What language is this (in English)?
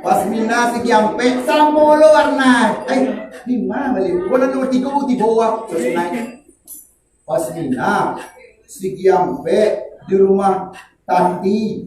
Minangkabau